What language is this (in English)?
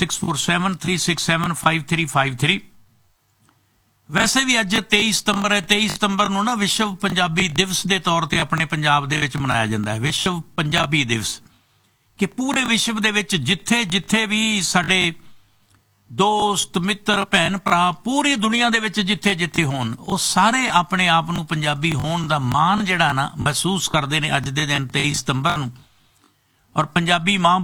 Punjabi